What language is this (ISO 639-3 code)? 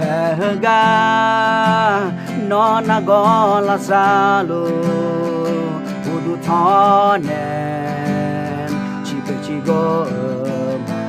ahk